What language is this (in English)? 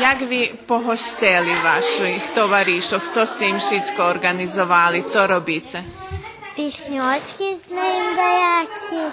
Rusyn